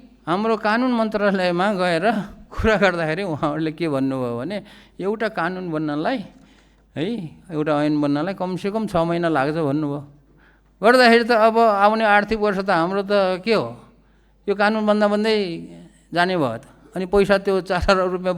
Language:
Nepali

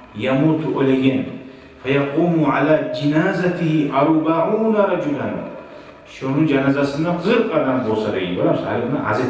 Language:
Kumyk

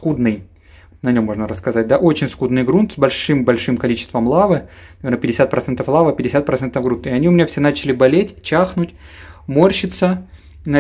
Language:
Russian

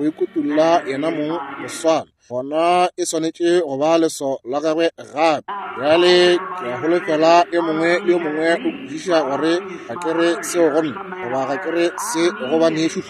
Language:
Northern Sotho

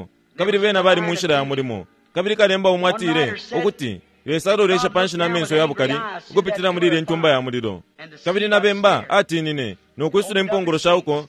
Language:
Bemba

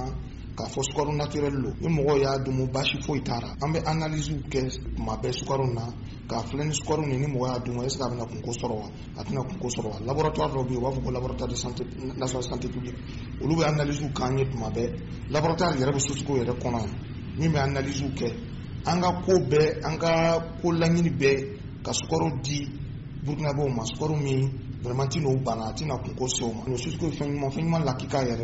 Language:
Bambara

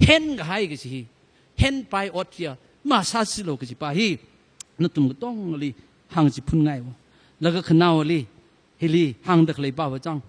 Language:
Tangkhul Naga (India)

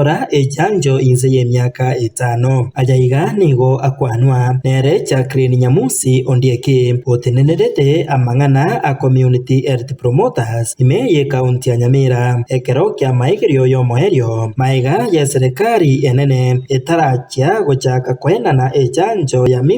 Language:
Gusii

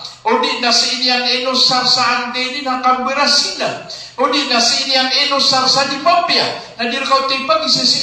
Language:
Maranao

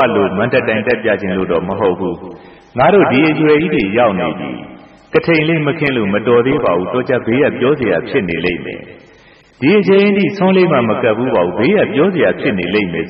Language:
Burmese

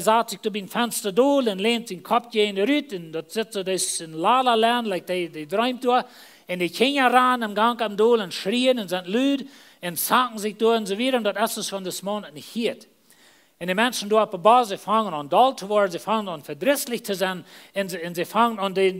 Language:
Plautdietsch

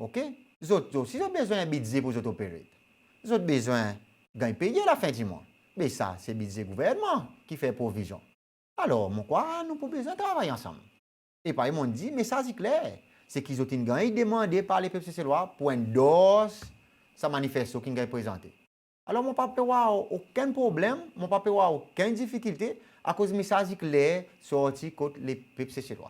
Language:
Seselwa Creole French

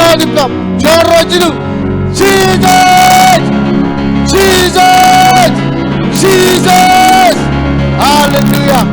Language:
Marshallese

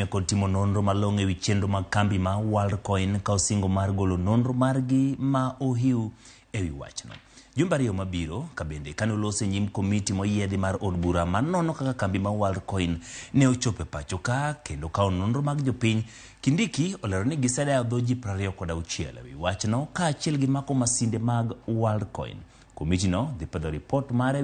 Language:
Luo (Kenya and Tanzania)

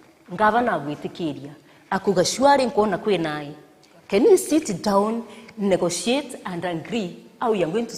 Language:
Meru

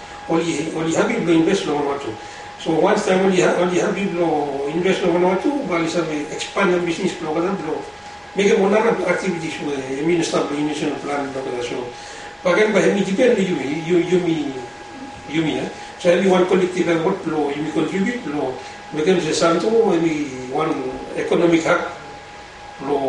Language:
Bislama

